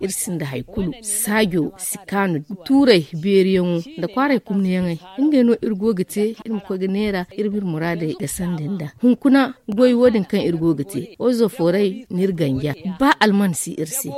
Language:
Zarma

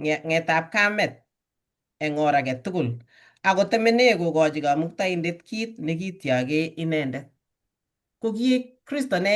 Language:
Kalenjin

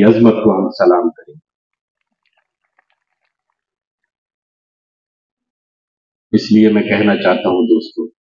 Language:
Urdu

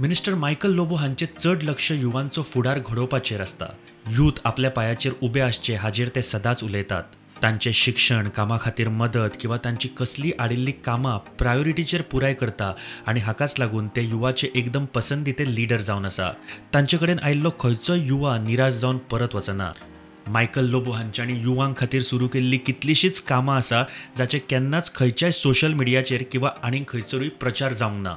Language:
Konkani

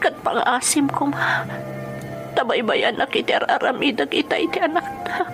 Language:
Iloko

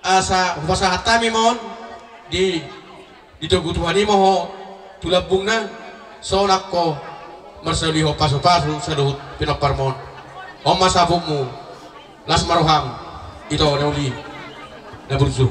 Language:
Batak Toba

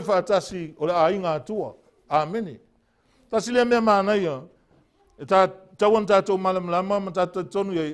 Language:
Samoan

